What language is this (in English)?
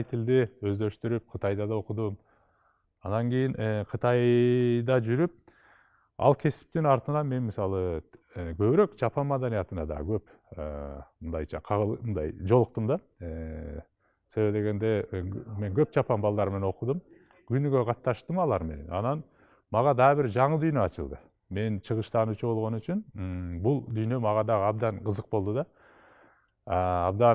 Kyrgyz